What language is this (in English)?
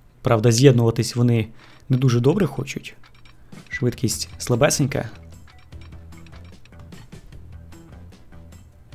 Ukrainian